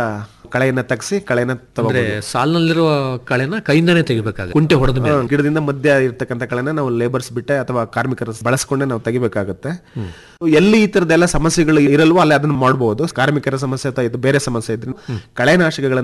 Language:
Kannada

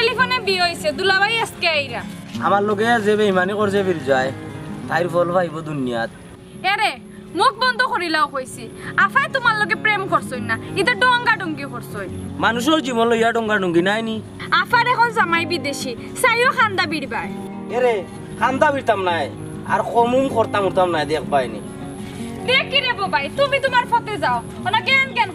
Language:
Sylheti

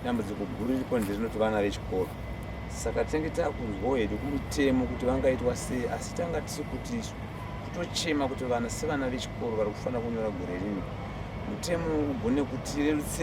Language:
Shona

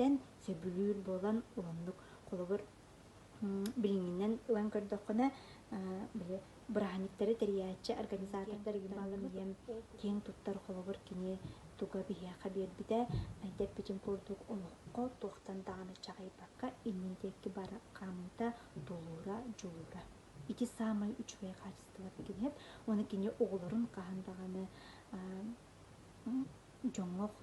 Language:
Yakut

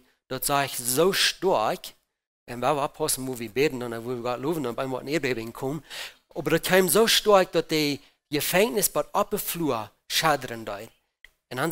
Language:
Plautdietsch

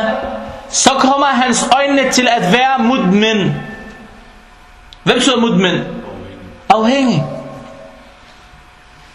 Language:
Danish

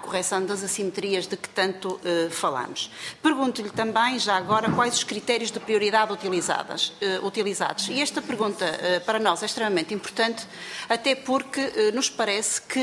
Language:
Portuguese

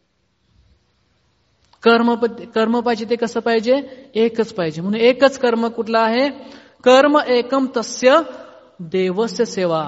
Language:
Marathi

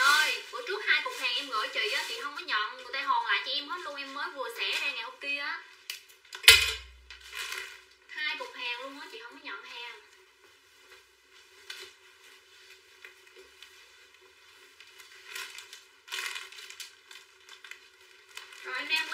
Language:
Vietnamese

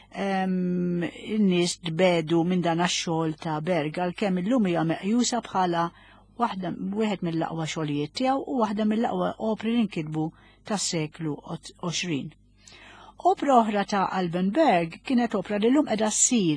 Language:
Maltese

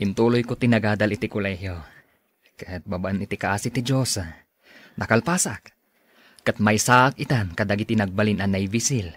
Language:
Iloko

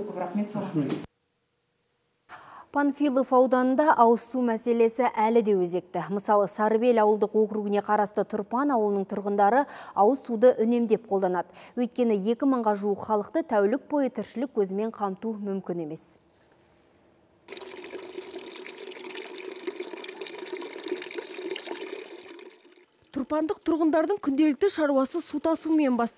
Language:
Kazakh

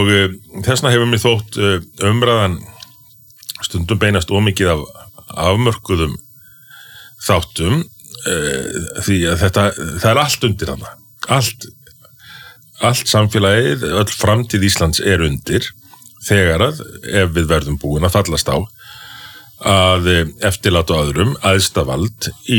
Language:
Icelandic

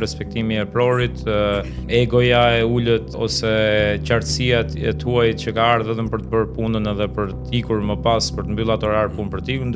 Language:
Albanian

